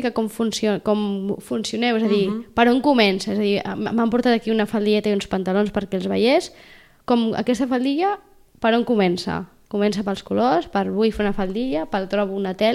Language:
Catalan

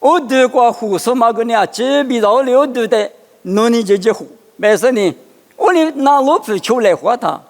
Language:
Lisu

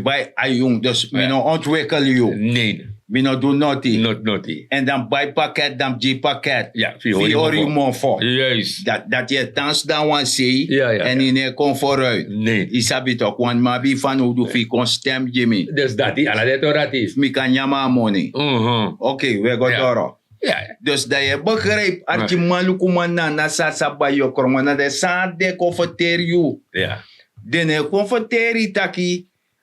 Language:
Sranan Tongo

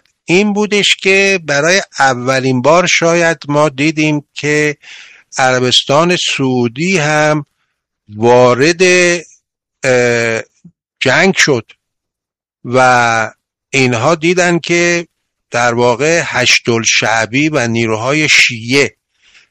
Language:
Persian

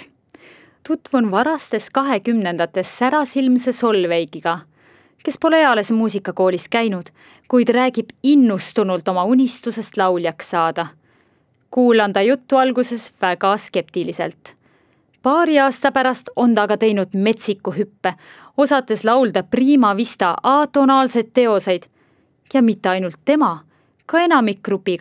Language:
Estonian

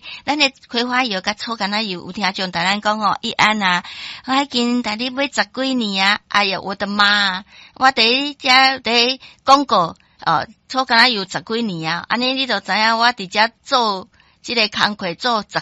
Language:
Min Nan Chinese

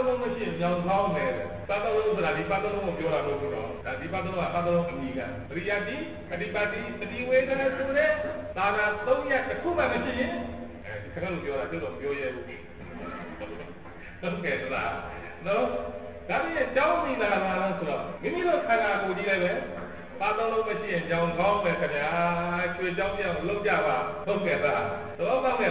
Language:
Burmese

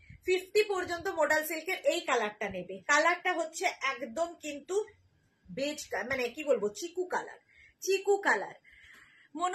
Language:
Bangla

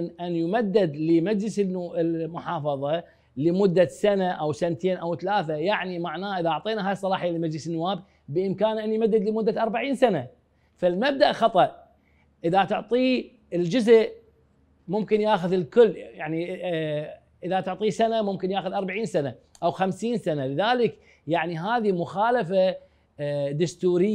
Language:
Mesopotamian Arabic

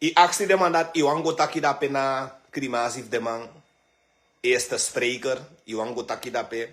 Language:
Sranan Tongo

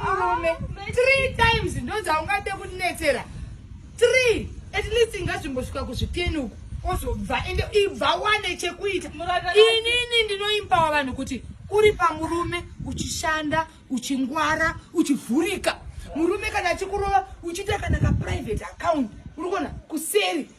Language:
Shona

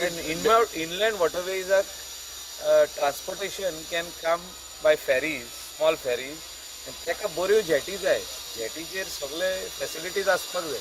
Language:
Konkani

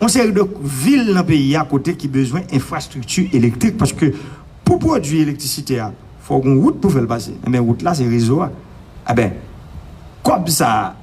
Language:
Haitian Creole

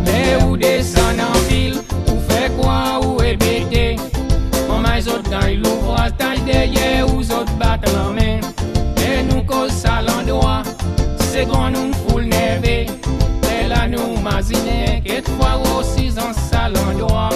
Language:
Seselwa Creole French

